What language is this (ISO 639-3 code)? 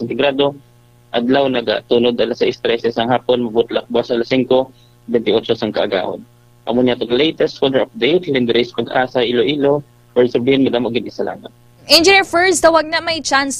hil